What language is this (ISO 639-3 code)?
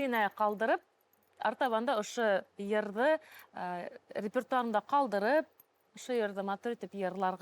bak